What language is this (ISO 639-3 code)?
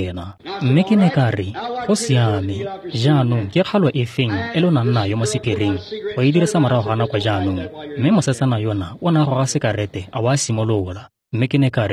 tsn